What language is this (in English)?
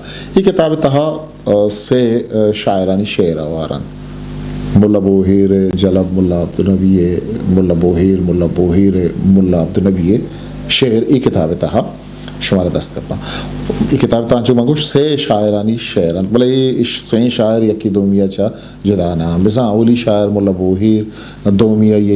Eastern Balochi